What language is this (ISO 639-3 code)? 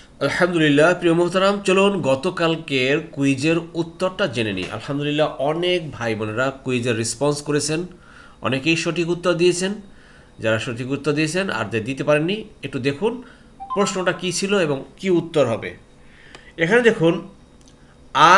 ben